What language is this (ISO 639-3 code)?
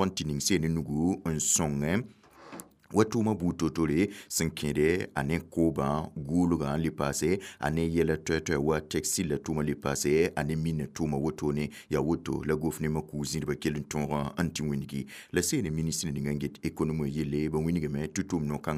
mos